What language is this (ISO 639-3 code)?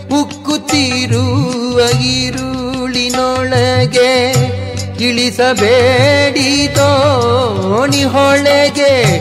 kan